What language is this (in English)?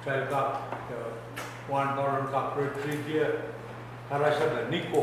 Pohnpeian